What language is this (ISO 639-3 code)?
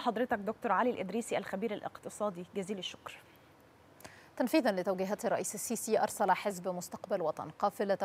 ara